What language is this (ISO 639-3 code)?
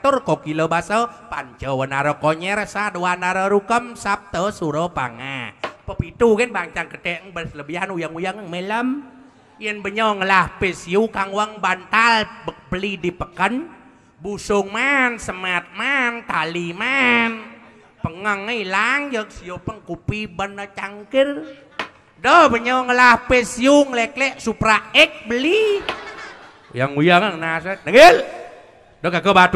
ban